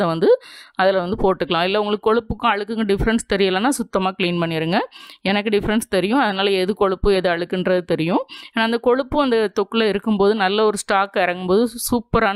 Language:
Tamil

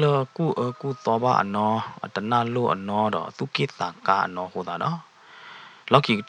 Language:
S'gaw Karen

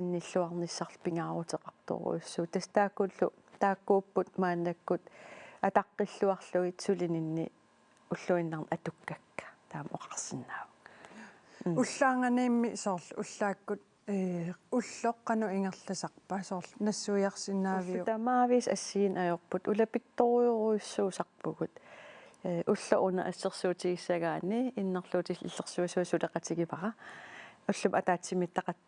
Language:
Kalaallisut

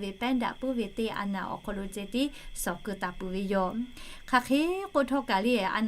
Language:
Lahu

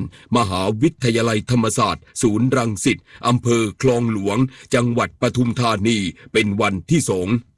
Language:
Thai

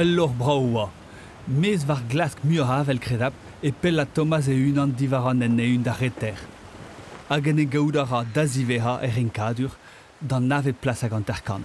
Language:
Breton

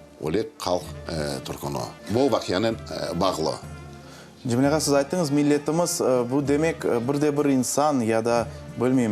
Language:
Crimean Tatar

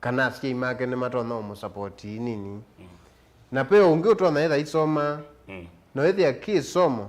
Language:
Kamba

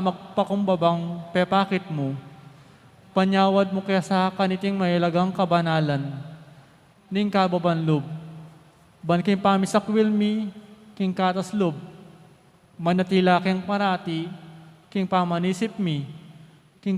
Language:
Pampanga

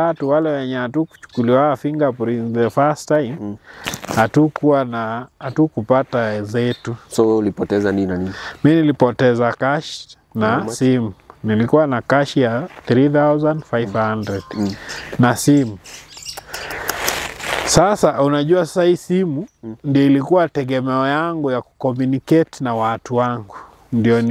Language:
Swahili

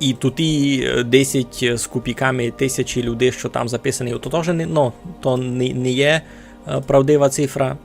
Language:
Rusyn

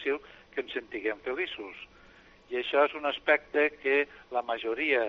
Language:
Catalan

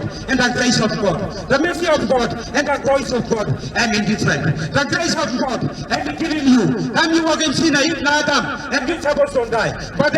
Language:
Tok Pisin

